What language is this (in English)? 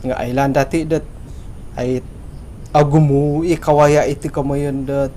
Central Dusun